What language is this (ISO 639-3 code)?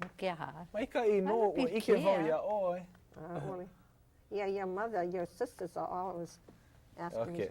haw